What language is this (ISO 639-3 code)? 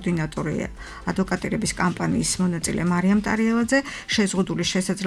kat